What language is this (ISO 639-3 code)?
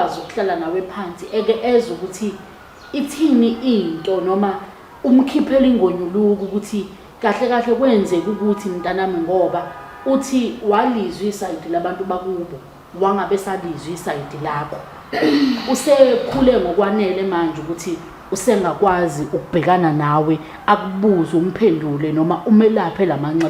zul